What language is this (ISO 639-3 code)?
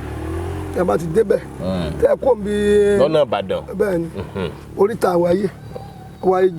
yor